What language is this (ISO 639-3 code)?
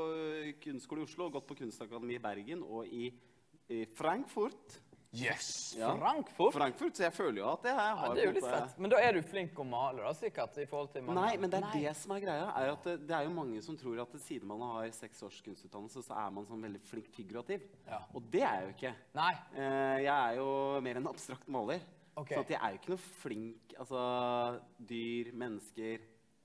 nor